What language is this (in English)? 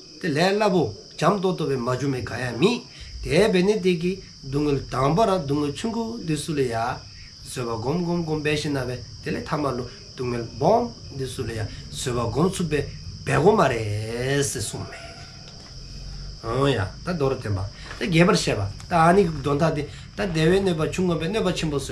Dzongkha